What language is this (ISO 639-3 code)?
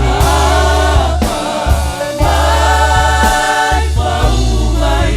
smo